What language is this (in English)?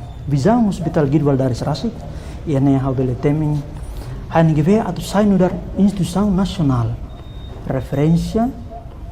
Tetum